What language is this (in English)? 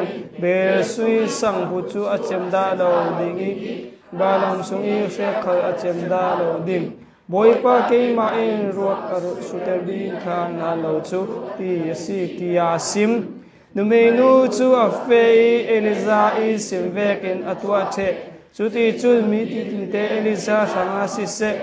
Hakha Chin